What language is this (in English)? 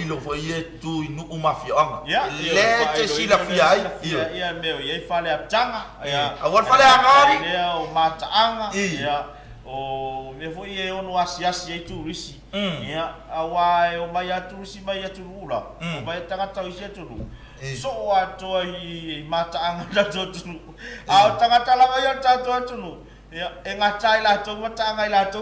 Samoan